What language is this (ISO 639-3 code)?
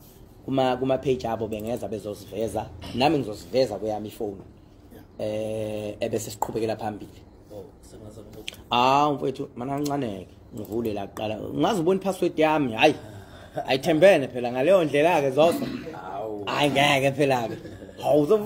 zul